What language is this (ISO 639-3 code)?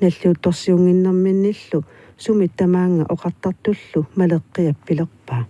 kal